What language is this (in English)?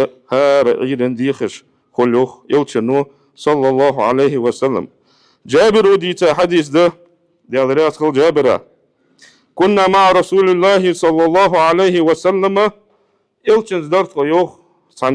Ingush